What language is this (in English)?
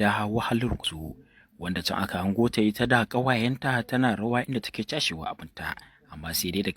Hausa